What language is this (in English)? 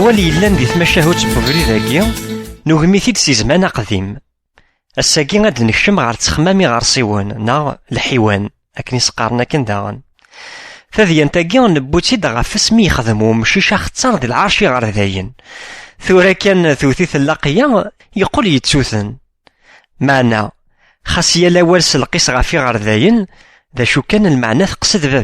Kabyle